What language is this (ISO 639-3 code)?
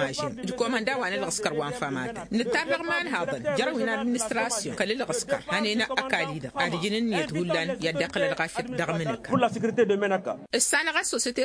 taq